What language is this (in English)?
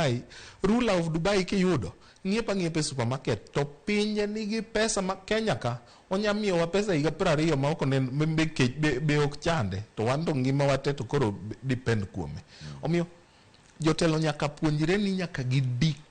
Luo (Kenya and Tanzania)